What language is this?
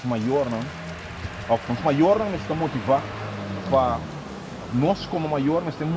Papiamento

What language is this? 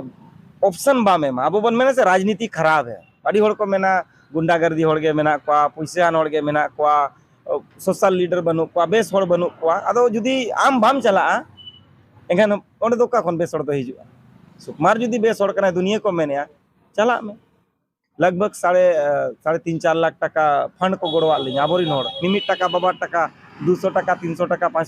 Santali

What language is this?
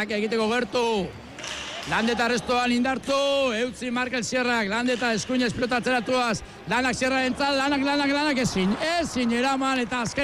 Basque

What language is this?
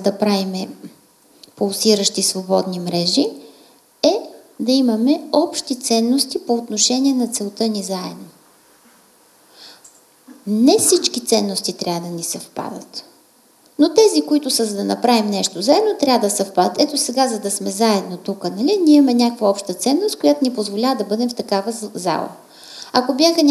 Bulgarian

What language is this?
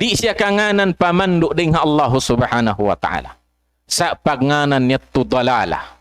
Tausug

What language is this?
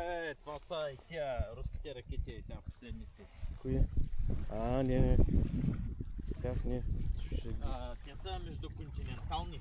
Bulgarian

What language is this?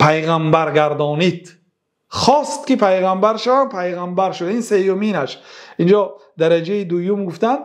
Persian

